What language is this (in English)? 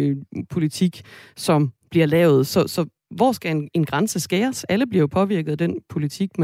Danish